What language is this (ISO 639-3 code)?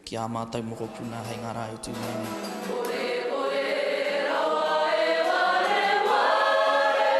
mri